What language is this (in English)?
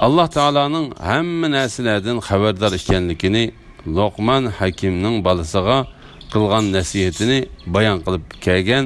Uyghur